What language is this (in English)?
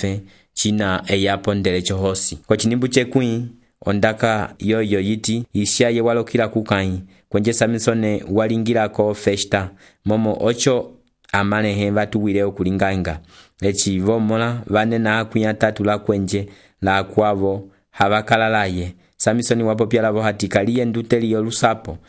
Umbundu